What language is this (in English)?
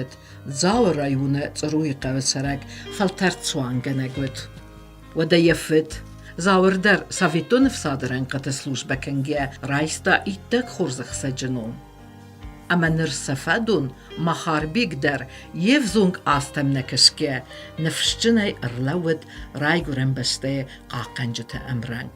Ossetic